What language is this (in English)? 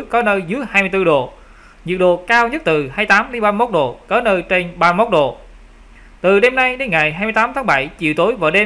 Vietnamese